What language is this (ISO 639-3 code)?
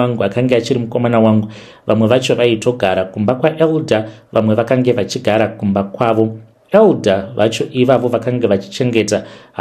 sna